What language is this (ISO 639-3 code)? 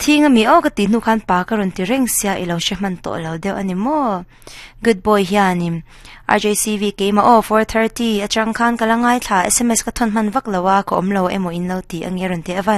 lus